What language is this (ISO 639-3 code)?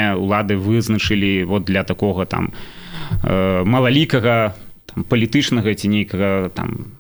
bel